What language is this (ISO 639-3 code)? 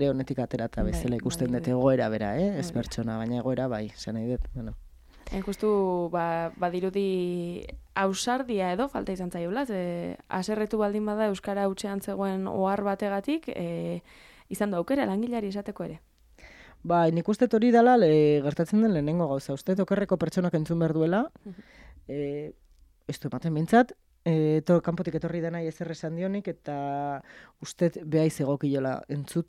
eus